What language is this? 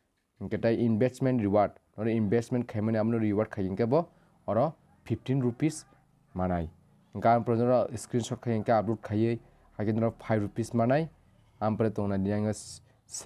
Kok Borok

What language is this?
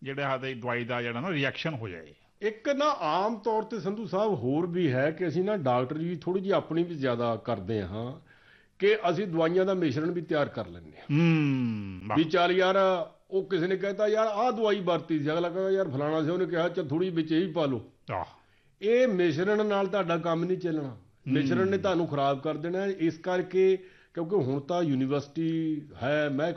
Punjabi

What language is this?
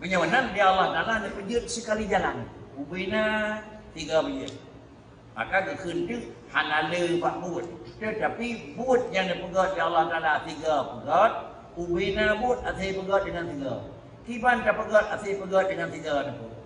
Achinese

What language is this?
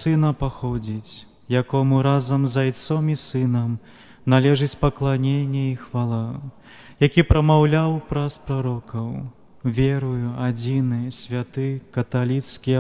Belarusian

